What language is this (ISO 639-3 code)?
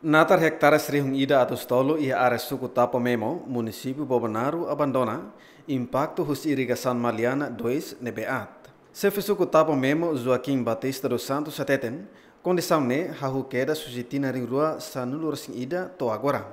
tet